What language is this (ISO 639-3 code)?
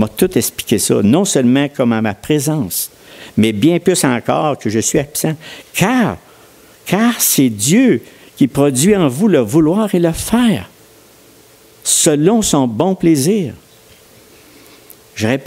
fra